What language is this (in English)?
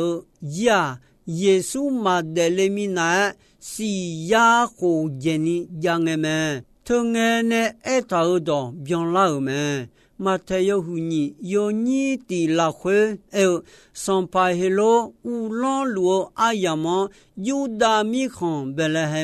Akha